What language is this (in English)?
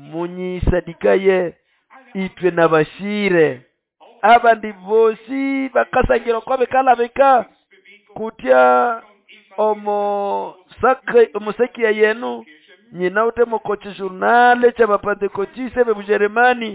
Nande